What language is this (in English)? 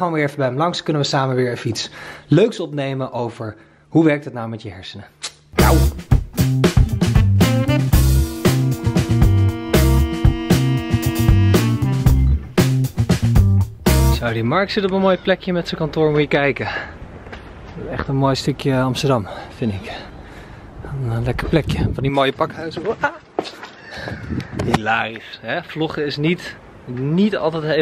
Dutch